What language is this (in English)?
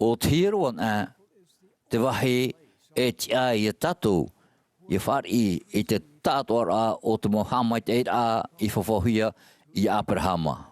Tahitian